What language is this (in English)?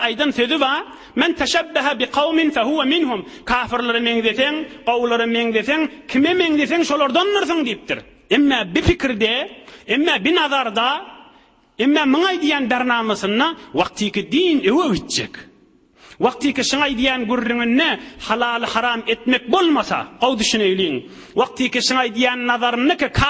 Turkmen